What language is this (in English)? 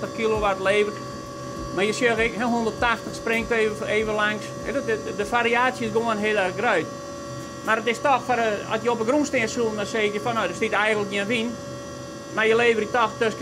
Western Frisian